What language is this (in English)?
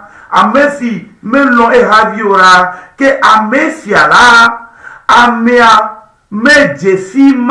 Ewe